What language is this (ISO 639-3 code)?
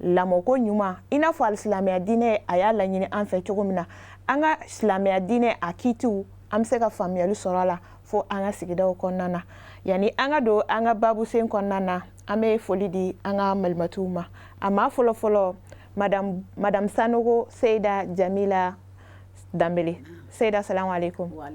bam